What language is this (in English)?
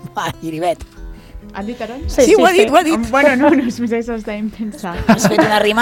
Catalan